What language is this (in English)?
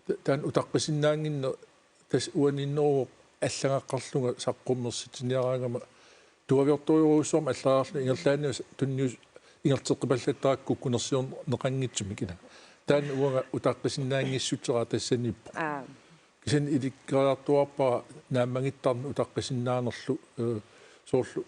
Kalaallisut